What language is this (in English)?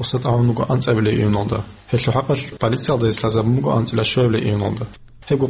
Avaric